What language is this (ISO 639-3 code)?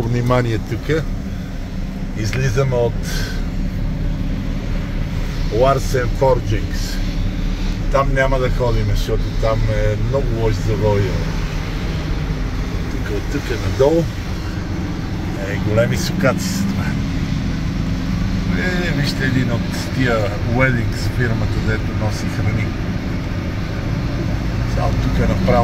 bul